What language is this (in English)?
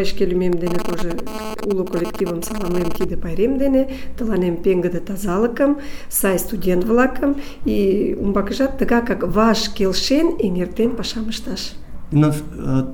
Mari